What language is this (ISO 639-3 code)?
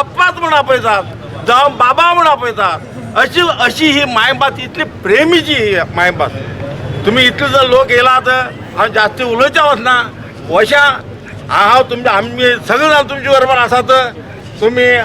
kok